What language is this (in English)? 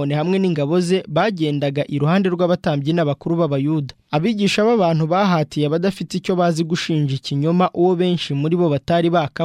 Kinyarwanda